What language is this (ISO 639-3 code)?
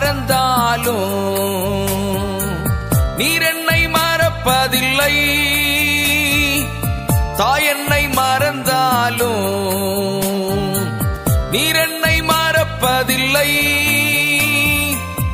tam